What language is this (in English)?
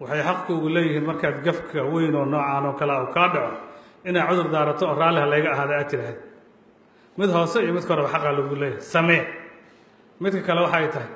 Somali